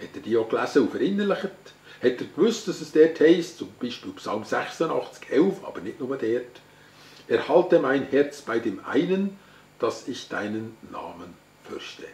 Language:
Swiss German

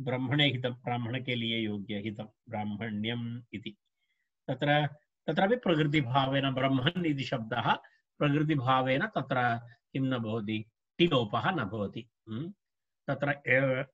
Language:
Sanskrit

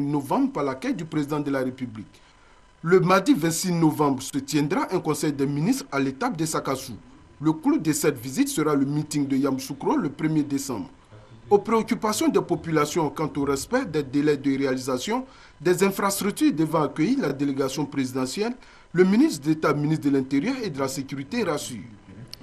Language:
French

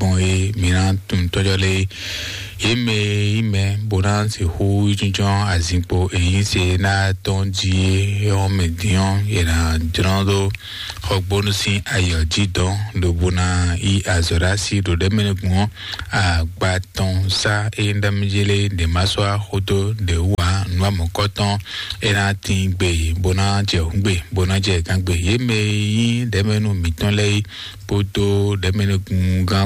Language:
Fon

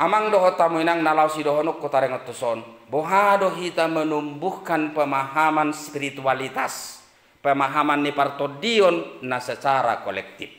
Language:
Batak Toba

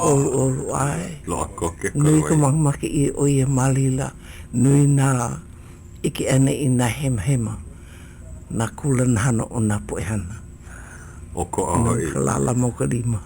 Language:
Hawaiian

